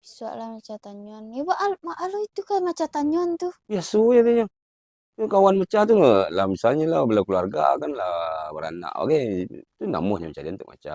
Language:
Minangkabau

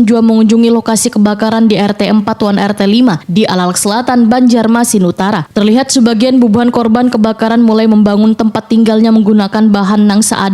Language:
Banjar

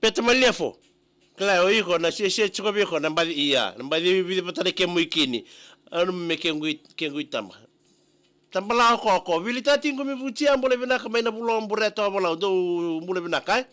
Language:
Fijian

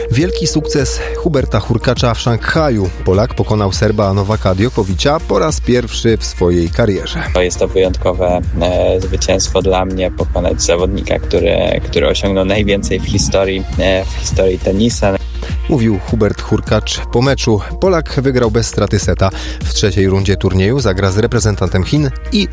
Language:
Polish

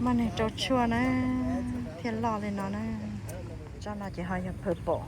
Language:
Hmong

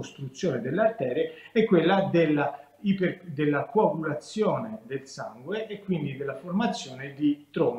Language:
Italian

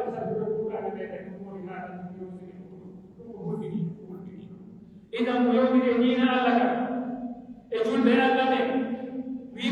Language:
Pular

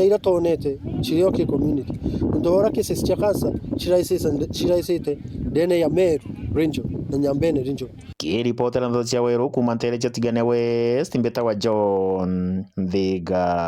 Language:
Meru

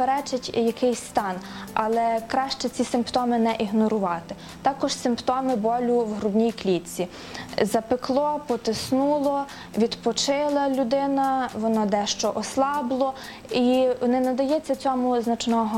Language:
Ukrainian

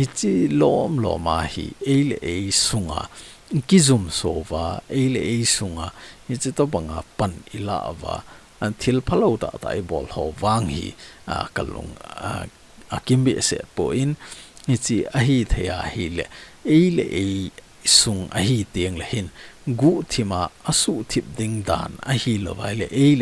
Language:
Thado Chin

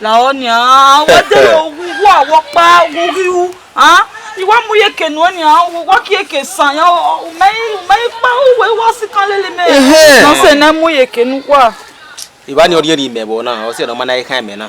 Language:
Bini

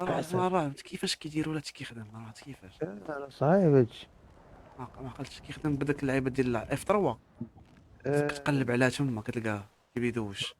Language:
Moroccan Arabic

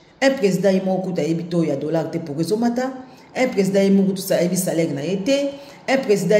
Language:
Lingala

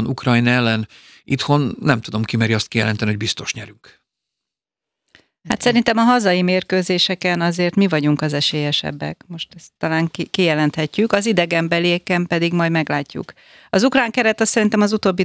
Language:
Hungarian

